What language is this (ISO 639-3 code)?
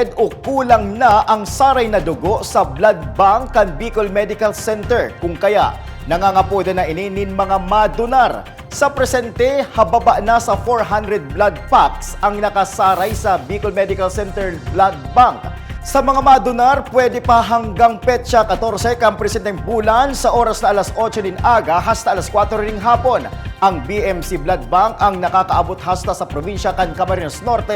bik